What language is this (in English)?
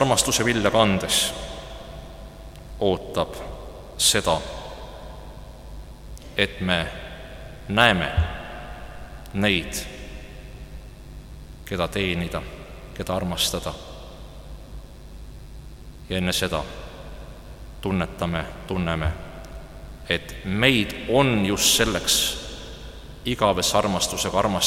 Estonian